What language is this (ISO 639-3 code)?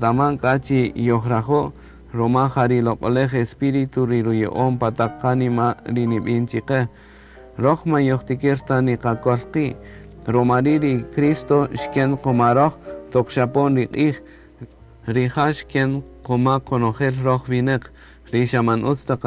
cak